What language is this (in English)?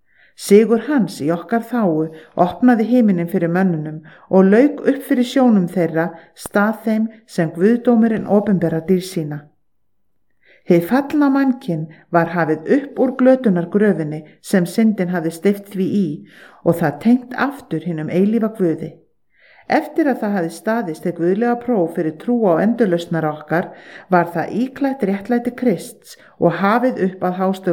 Icelandic